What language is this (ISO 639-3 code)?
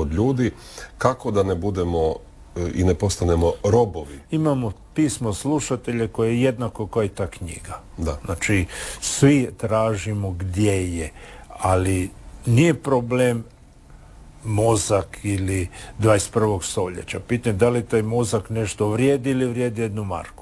hrv